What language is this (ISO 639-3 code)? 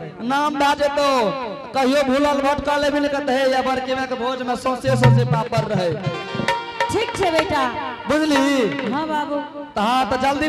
anp